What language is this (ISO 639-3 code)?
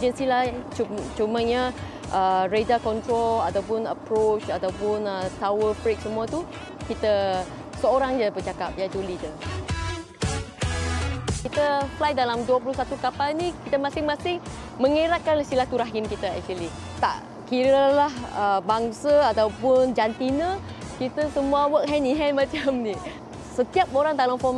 msa